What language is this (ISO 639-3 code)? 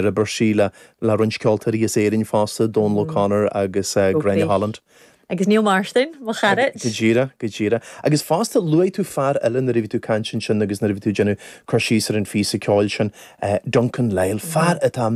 gle